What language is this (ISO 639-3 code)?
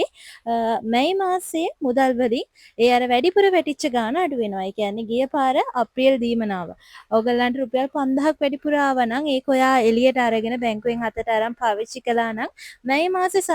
sin